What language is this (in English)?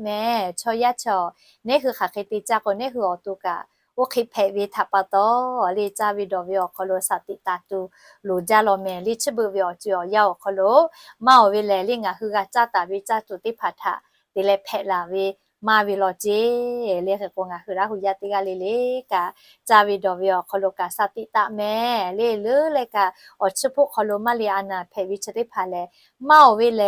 Lahu